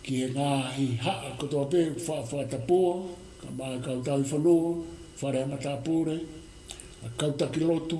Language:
Tongan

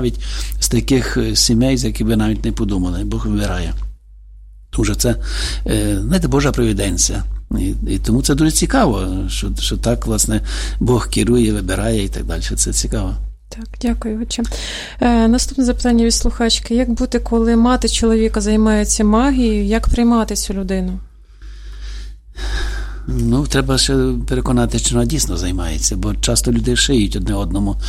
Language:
Ukrainian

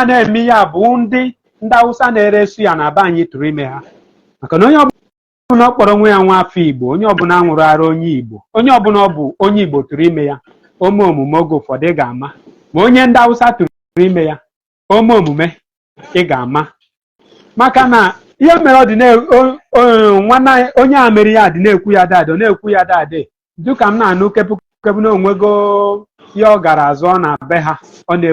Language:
Igbo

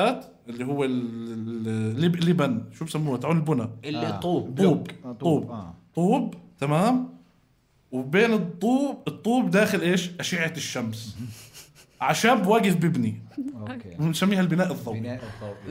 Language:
North Levantine Arabic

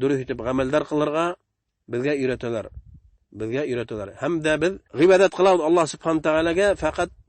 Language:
Bashkir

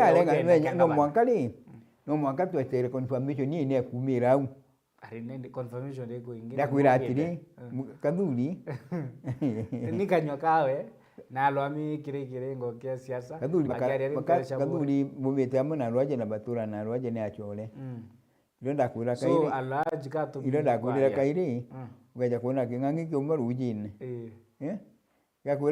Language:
Meru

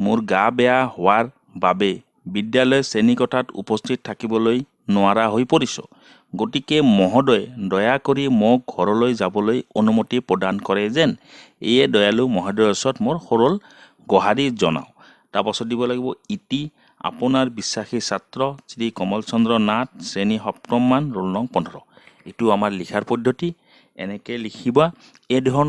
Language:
Assamese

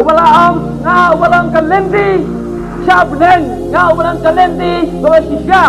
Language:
Khasi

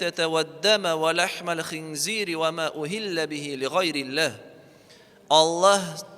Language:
Tatar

